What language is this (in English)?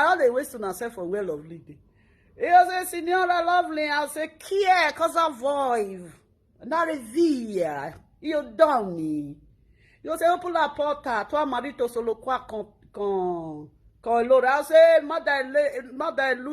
Nigerian Pidgin